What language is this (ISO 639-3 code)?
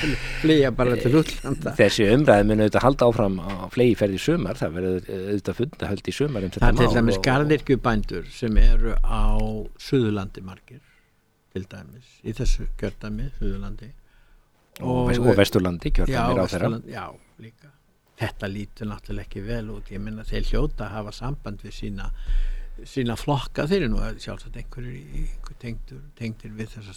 isl